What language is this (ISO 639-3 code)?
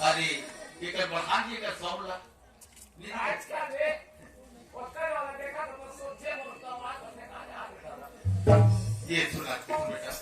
hne